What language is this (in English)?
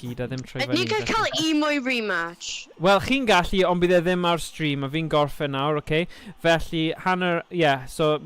Welsh